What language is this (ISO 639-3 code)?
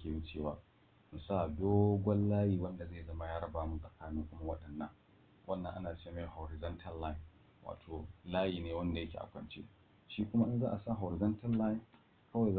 hau